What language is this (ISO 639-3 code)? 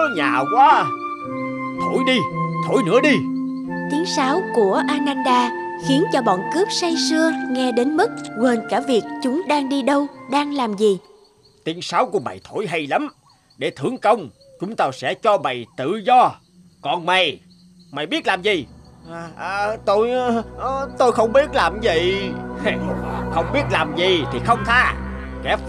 vie